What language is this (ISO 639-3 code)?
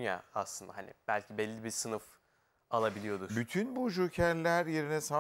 tur